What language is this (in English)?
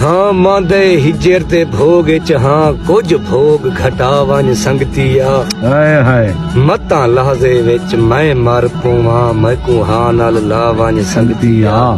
Saraiki